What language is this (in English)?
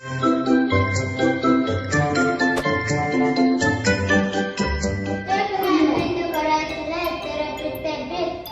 Yakut